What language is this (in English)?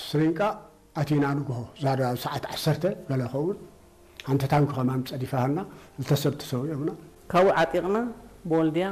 Tigrinya